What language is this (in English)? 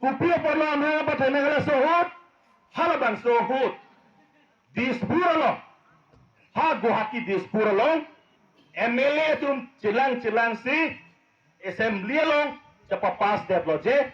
Karbi